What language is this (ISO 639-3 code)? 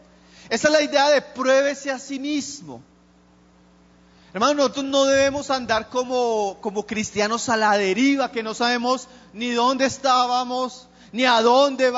spa